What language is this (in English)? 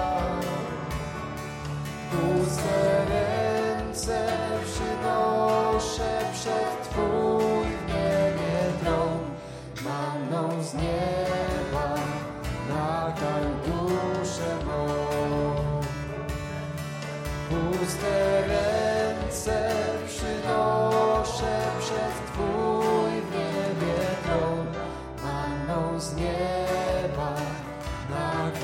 Polish